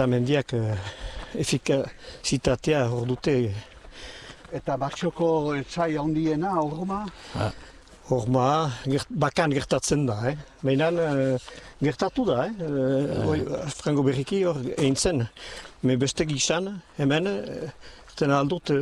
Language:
Basque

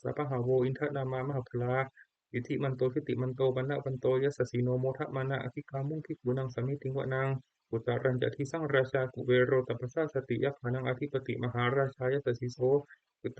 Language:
Pali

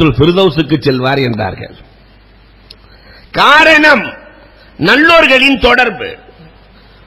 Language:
Tamil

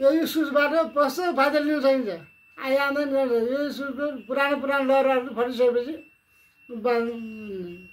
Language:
Nepali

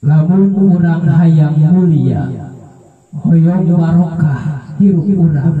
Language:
Sundanese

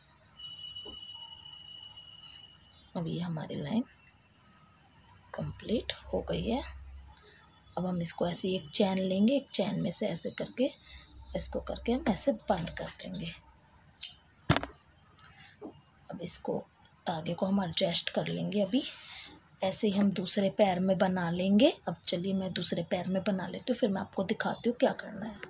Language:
Hindi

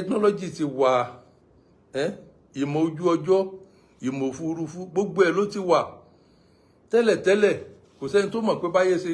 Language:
Yoruba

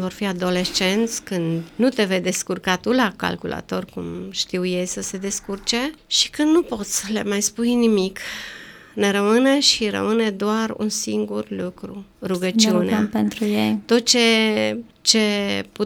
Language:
Romanian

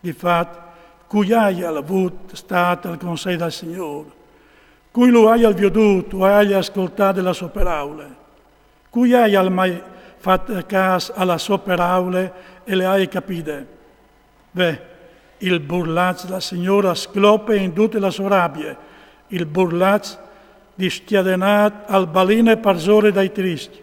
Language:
Friulian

